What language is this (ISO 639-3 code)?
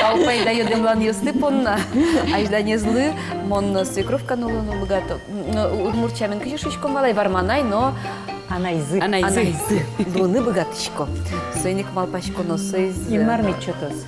udm